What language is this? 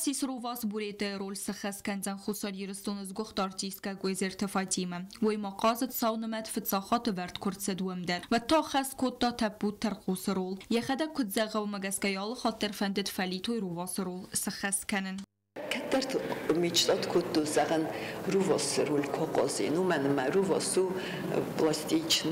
Ossetic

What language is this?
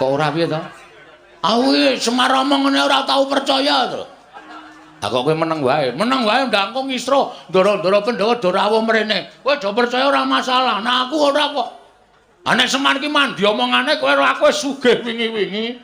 Javanese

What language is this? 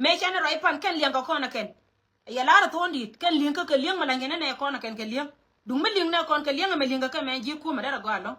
Nuer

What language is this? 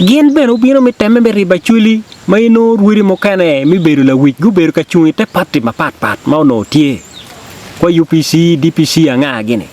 Acoli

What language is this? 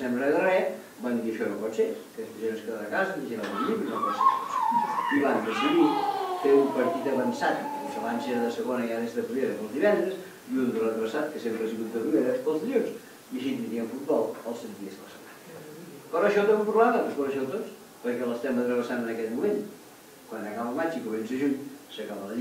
Catalan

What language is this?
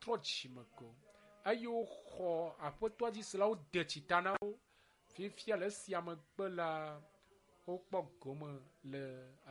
Ewe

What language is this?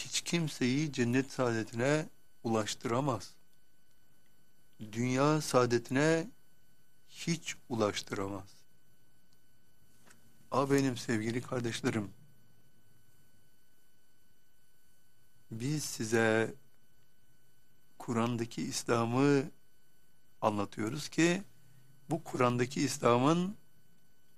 Turkish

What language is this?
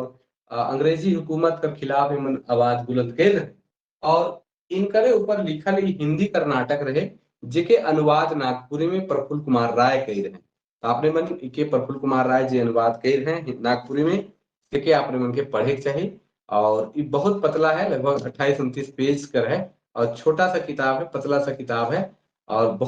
Sadri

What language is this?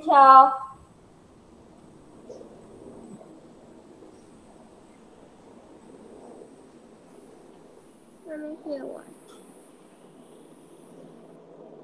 Chinese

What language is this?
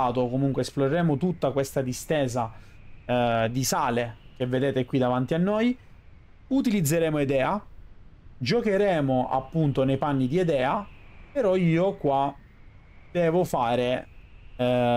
Italian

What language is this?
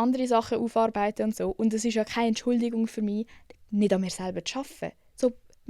Swiss German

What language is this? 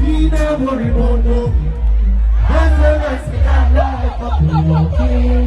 Jamaican Creole English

